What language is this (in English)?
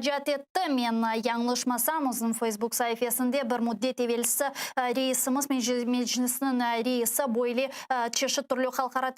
Crimean Tatar